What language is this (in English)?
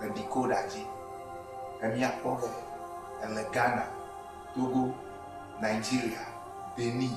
Ewe